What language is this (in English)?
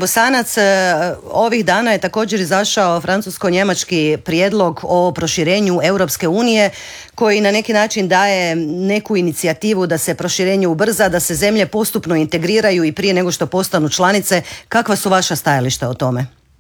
Croatian